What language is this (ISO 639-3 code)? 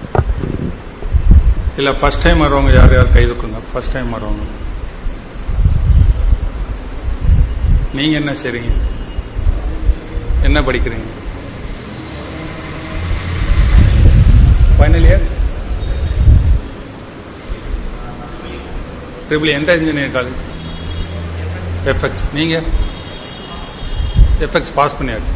tam